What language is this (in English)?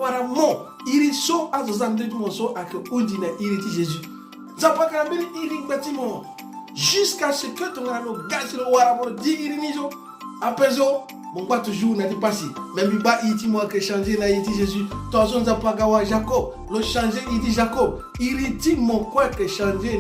Sango